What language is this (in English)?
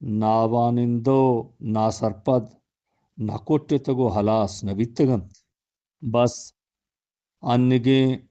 Eastern Balochi